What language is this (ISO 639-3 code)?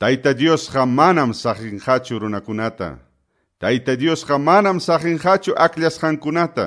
que